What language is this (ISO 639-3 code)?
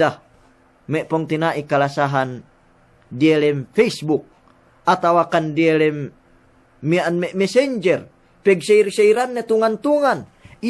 yka